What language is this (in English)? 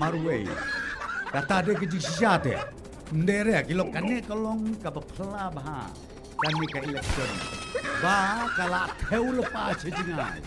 Khasi